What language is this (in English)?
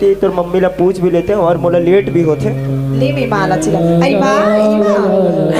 Chhattisgarhi